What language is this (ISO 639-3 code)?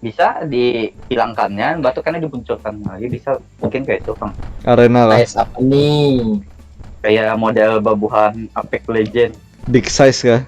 bjn